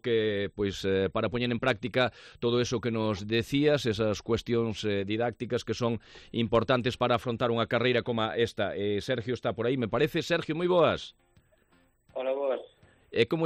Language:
Galician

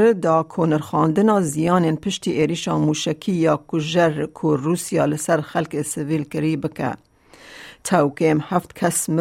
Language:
Kurdish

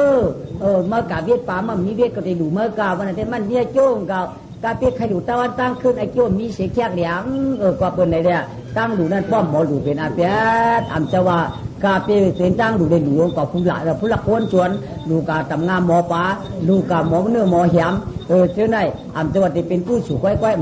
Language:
Shan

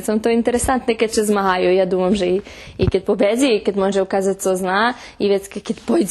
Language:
Rusyn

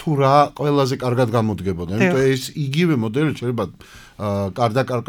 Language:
Georgian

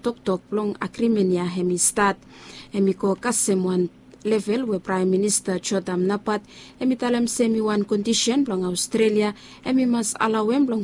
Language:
Bislama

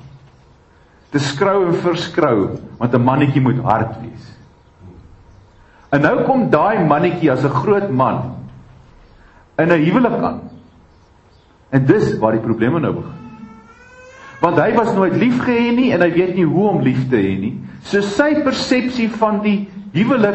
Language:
Afrikaans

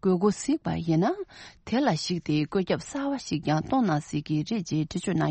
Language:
Tibetan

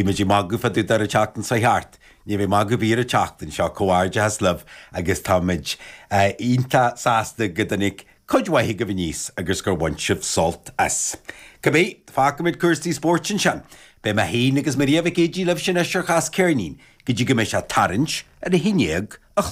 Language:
Irish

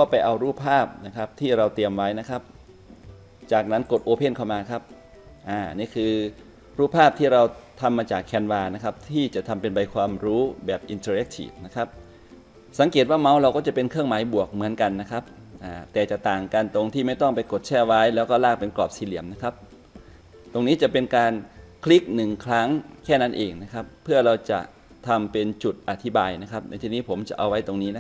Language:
Thai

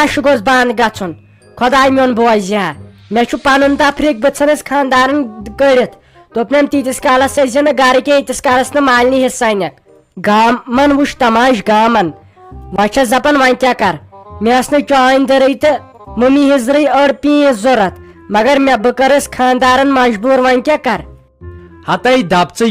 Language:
Kashmiri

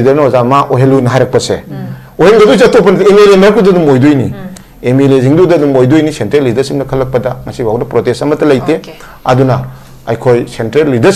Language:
Manipuri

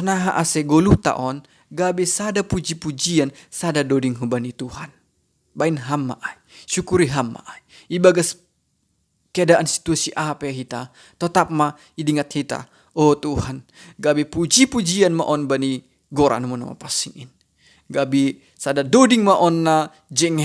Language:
Batak Simalungun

